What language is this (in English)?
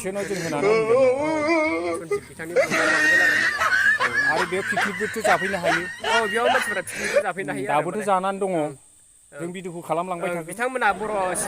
Bodo